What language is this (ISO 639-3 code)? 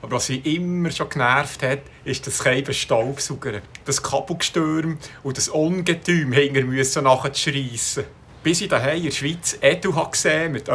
gsw